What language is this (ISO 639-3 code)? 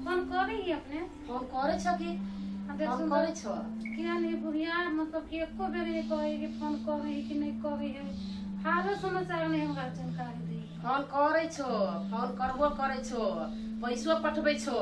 mai